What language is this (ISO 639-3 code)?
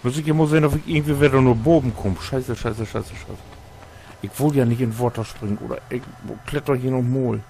nds